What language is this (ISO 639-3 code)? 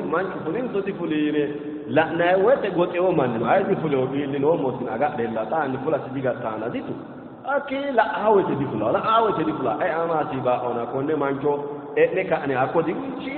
sid